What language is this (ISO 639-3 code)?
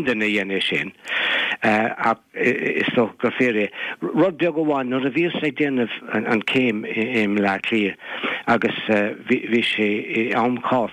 gle